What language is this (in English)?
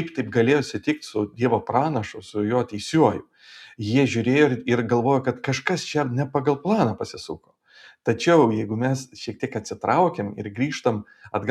Lithuanian